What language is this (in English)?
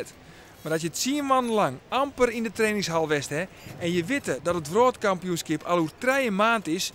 Western Frisian